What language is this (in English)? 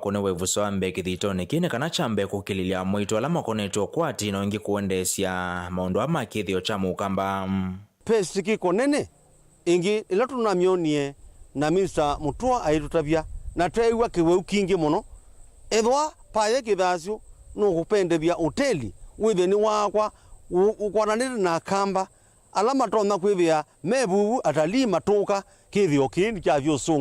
Kamba